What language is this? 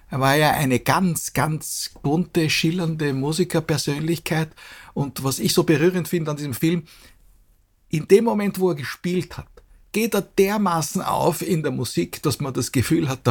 German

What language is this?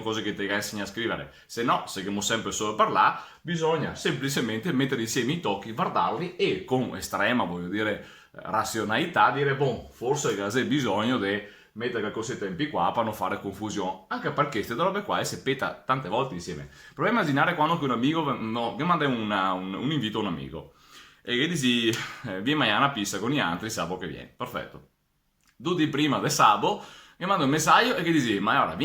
Venetian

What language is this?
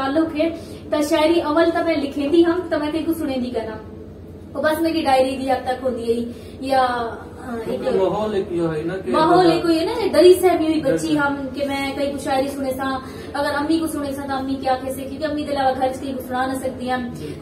Saraiki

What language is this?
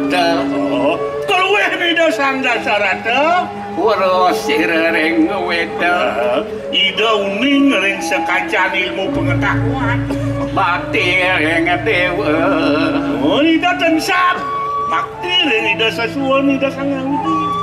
Balinese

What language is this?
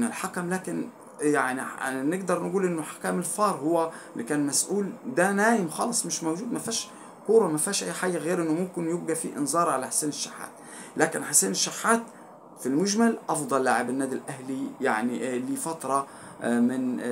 Egyptian Arabic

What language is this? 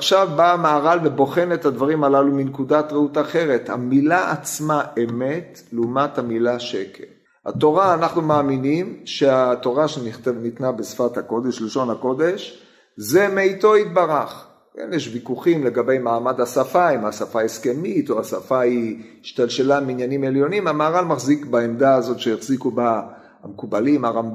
Hebrew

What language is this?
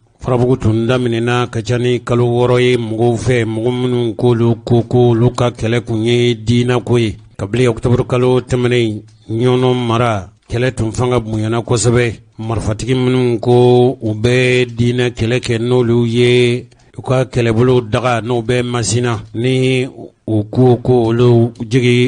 Bambara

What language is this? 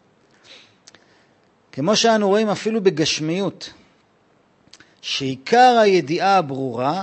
Hebrew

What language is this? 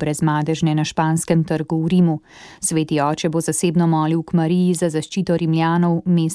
Slovenian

